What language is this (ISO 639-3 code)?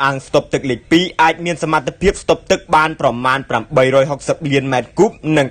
khm